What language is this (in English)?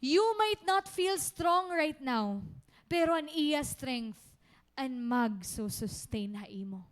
Waray